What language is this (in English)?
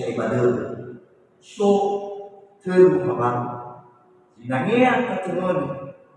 Nias